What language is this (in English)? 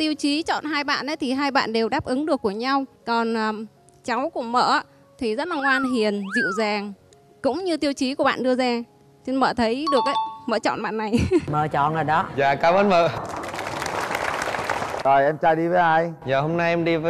Vietnamese